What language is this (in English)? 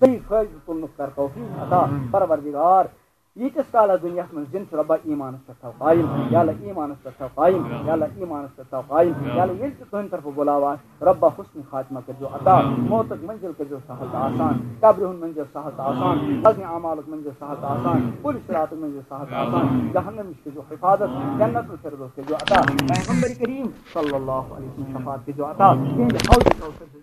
Kashmiri